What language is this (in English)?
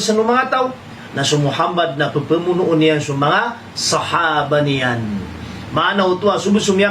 Maranao